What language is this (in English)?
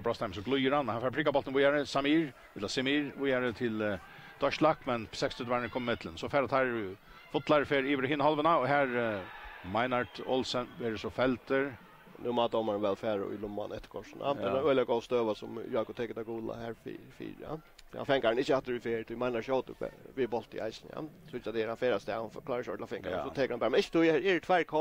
Faroese